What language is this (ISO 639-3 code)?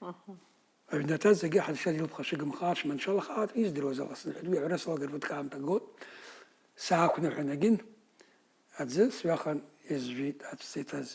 abk